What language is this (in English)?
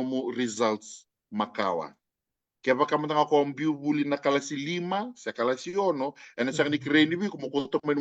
Fijian